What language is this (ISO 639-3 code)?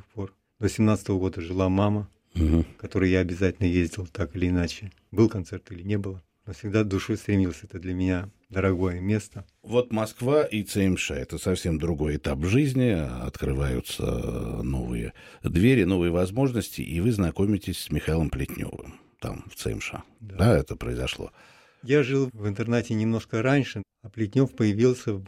rus